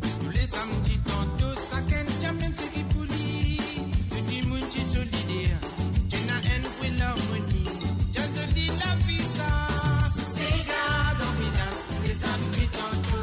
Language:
Morisyen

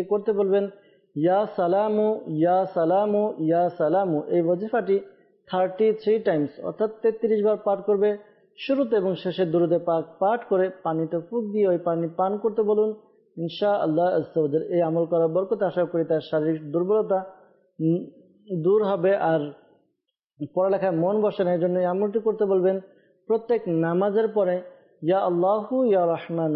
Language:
Bangla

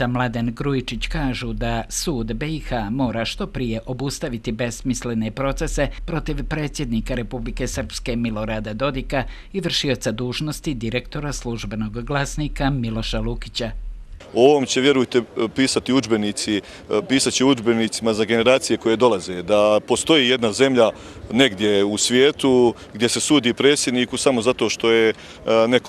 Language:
Bosnian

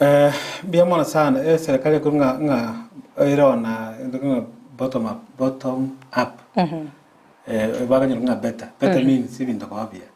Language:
Gusii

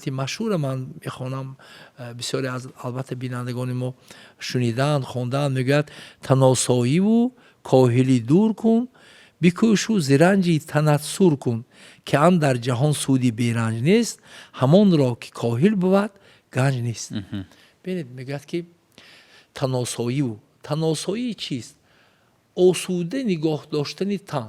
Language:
Tajik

